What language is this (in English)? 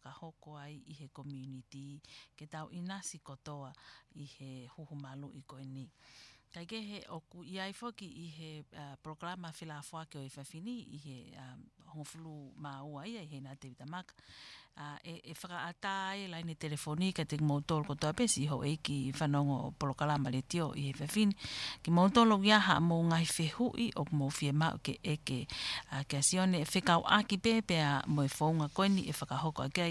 Tongan